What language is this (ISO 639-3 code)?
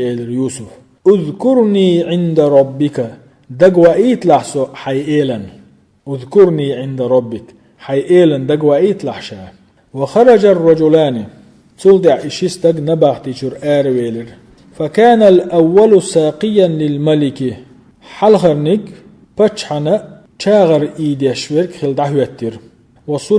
che